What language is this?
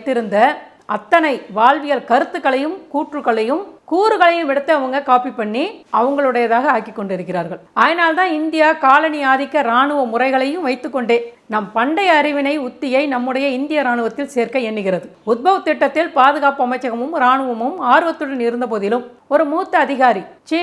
Tamil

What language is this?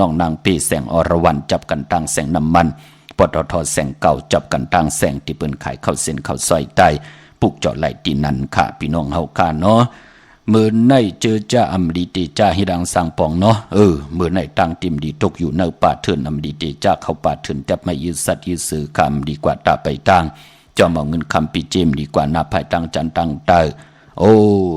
Shan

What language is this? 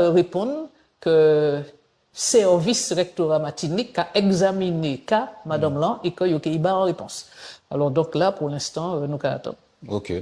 Guadeloupean Creole French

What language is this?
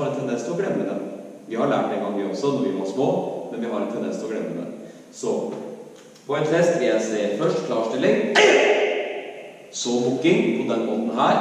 Norwegian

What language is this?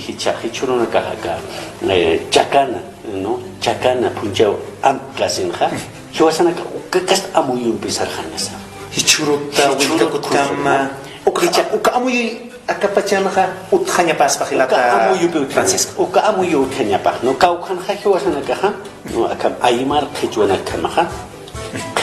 Aymara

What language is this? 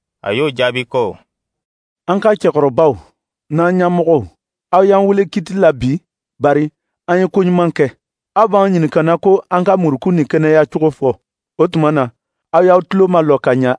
Dyula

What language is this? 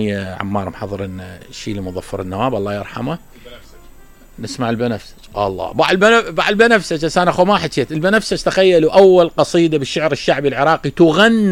Mesopotamian Arabic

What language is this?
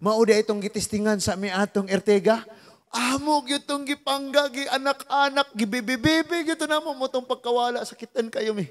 Cebuano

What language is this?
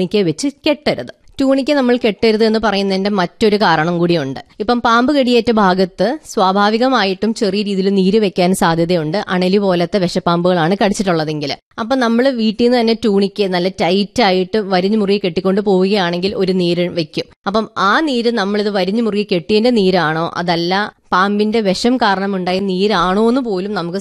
Malayalam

